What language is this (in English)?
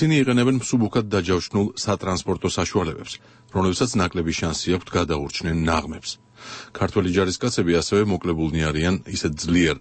Georgian